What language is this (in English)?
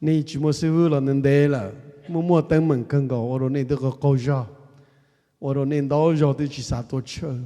Hmong